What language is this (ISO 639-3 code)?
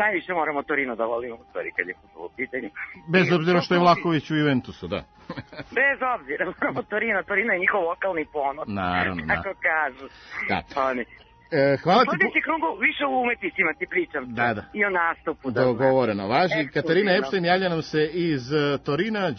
srp